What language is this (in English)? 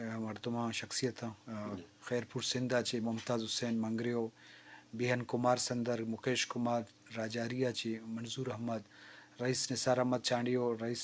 Eastern Balochi